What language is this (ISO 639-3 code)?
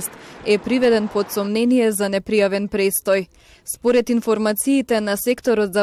mkd